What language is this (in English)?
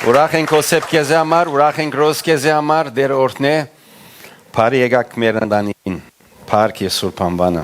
Western Armenian